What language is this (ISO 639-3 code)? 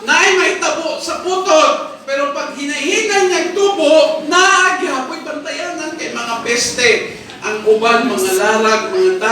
ceb